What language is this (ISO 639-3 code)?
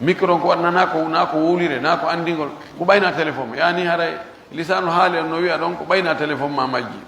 fuf